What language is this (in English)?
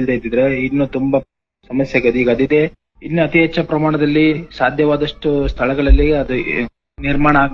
Kannada